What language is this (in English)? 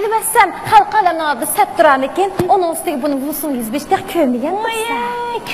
Uyghur